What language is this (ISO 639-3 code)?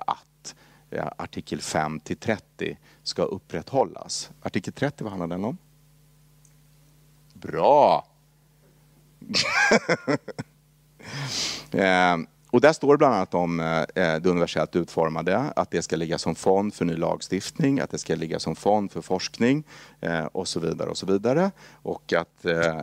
swe